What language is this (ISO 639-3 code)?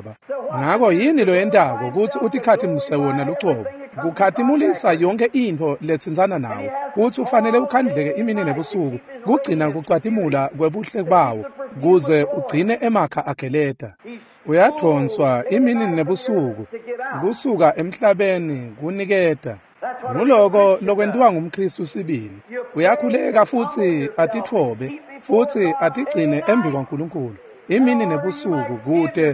ssw